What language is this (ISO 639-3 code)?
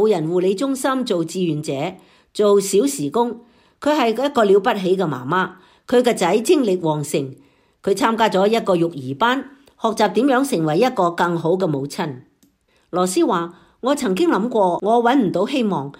yue